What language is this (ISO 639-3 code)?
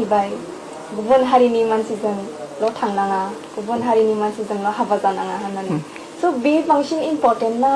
brx